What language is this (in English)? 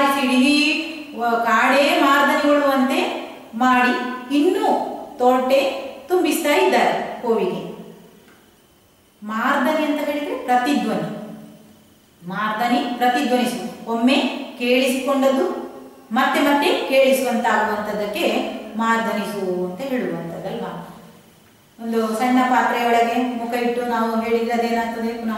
Kannada